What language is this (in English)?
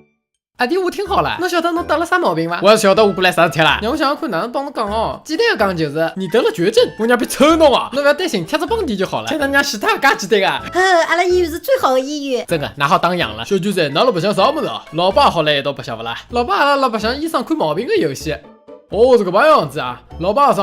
Wu Chinese